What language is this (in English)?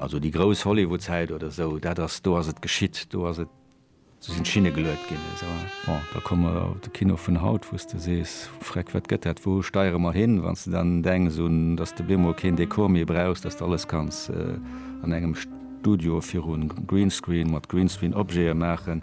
Luxembourgish